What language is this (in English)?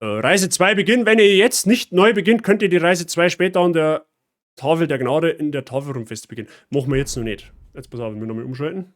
Bavarian